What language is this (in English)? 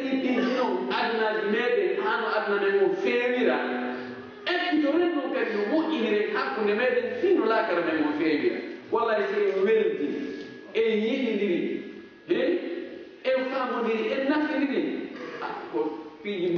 Fula